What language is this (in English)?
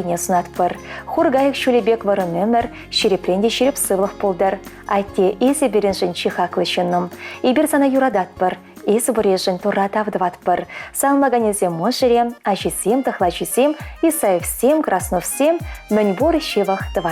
Chuvash